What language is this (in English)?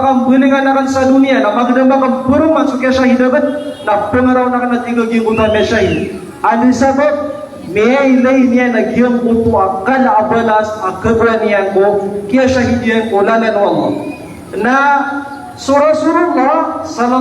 Maranao